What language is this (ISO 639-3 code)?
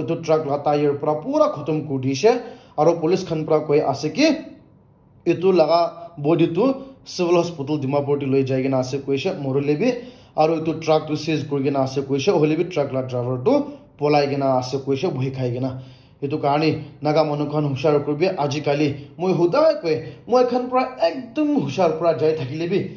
nag